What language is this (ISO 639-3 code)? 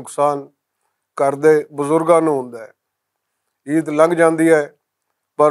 lah